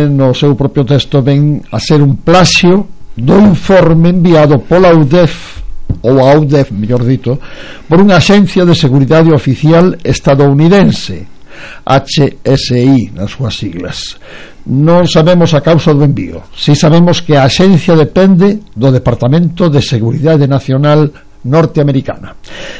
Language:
Galician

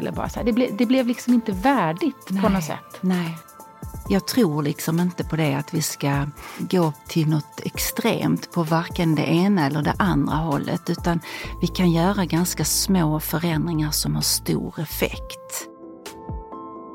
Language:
Swedish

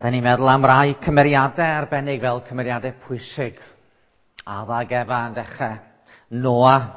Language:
Welsh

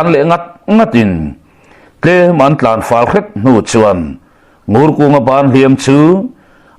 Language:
Mizo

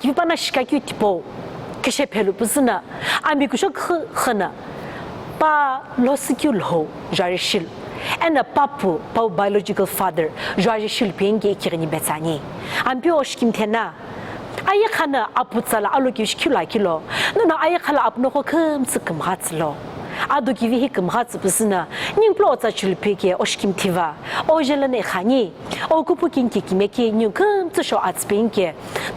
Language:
Sumi Naga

